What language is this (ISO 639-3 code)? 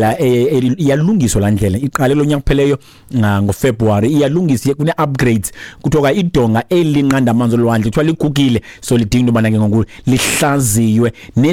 xho